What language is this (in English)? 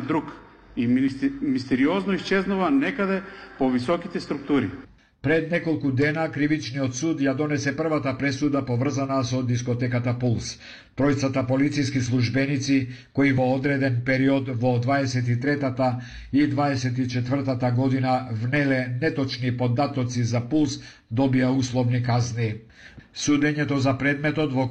Macedonian